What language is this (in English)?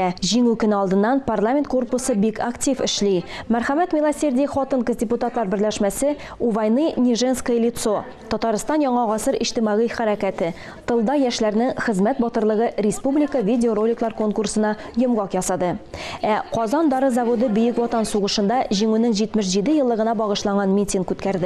Tatar